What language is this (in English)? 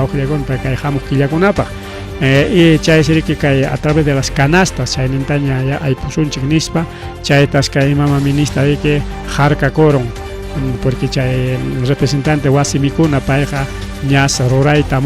Ayacucho Quechua